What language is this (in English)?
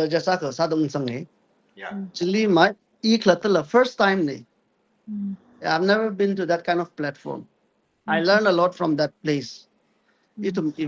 Tangkhul Naga (India)